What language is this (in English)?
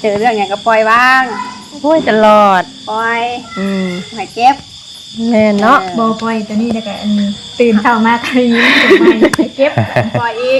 Northeastern Thai